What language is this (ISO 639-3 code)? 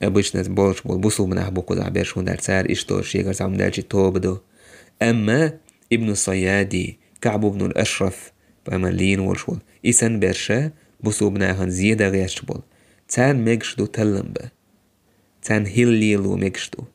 che